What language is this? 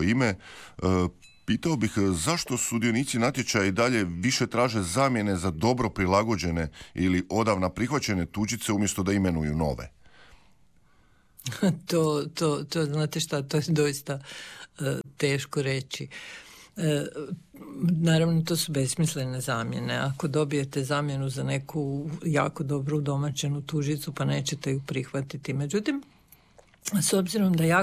Croatian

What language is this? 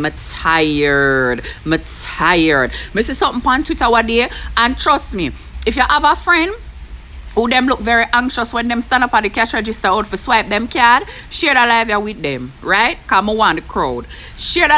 Jamaican Creole English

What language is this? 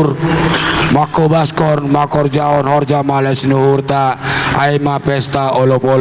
Batak Simalungun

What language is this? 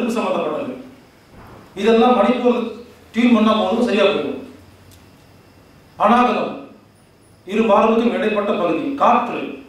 Tamil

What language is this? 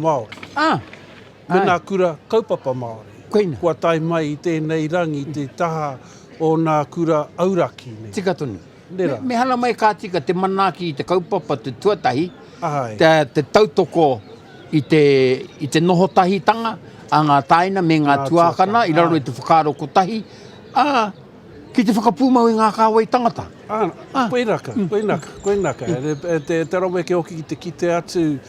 Māori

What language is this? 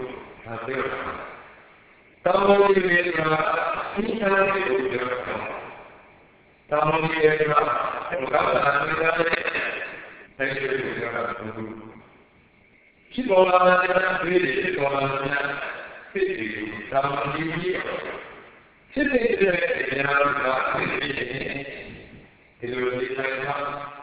Burmese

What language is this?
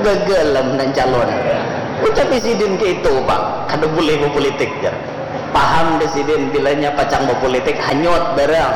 Banjar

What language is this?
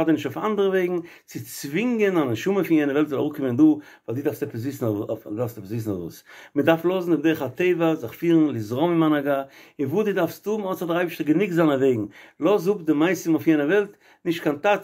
Yiddish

